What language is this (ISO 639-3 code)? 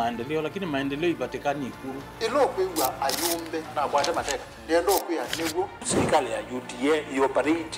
kam